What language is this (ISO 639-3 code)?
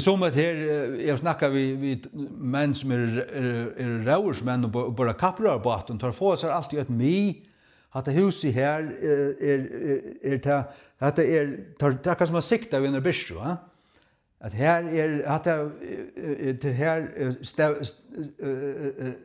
fao